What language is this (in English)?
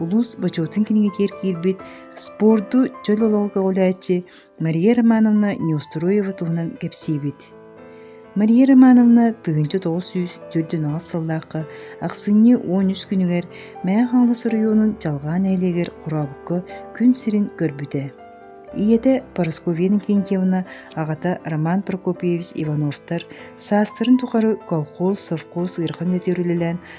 Yakut